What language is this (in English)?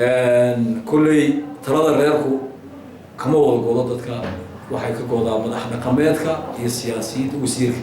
Somali